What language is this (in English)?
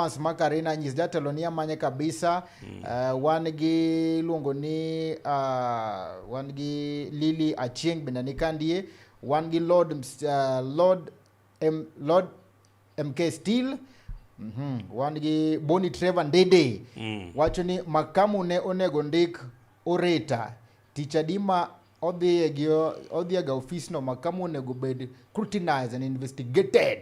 Luo (Kenya and Tanzania)